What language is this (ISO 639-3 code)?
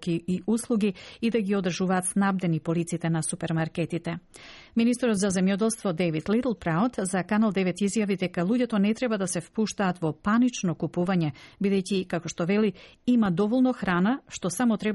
mkd